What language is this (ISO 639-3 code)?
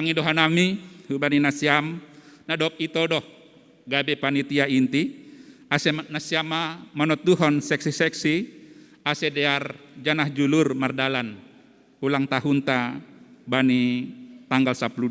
bts